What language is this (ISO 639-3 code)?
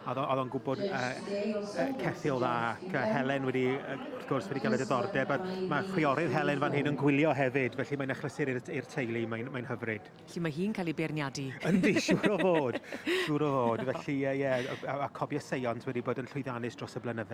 cym